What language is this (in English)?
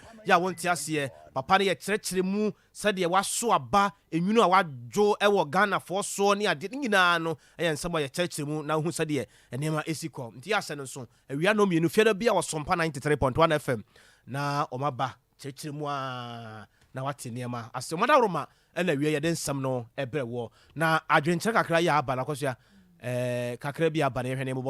Akan